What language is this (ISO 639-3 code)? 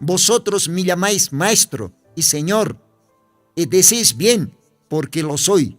aym